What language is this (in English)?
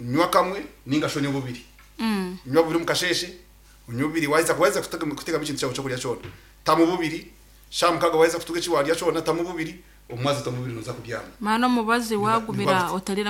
Nyankole